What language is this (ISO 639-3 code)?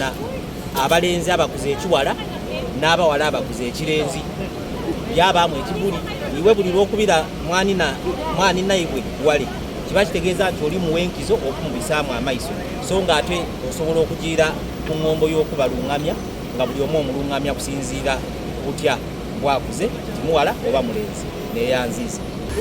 xog